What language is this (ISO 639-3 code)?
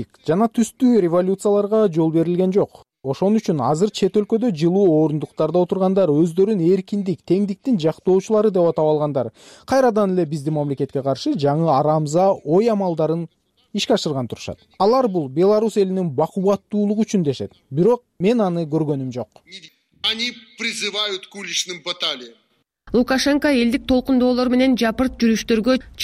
kir